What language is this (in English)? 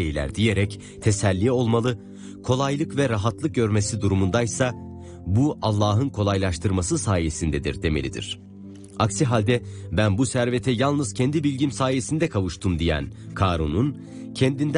Turkish